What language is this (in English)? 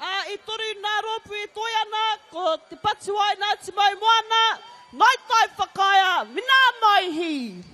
Māori